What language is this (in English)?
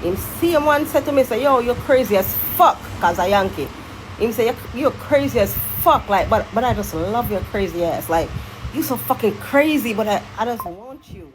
Jamaican Creole English